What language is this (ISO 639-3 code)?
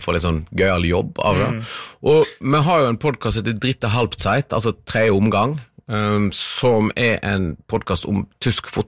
nor